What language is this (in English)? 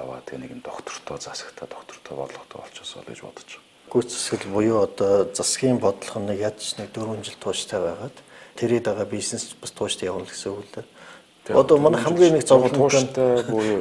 Mongolian